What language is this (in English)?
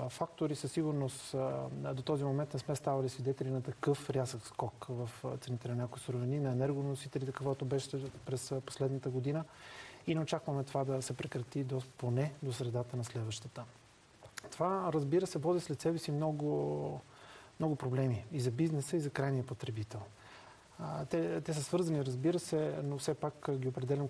Bulgarian